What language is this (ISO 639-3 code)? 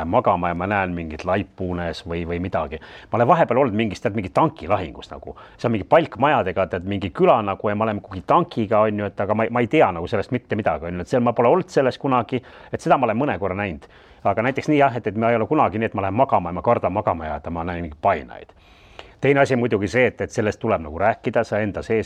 est